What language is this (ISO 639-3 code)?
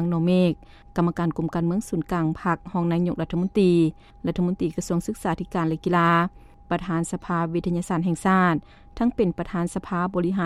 lao